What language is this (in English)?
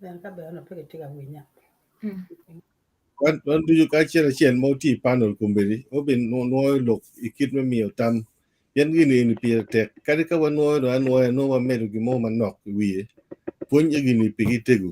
Acoli